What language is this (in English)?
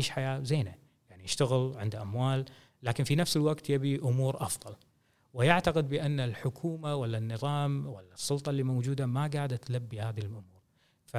Gulf Arabic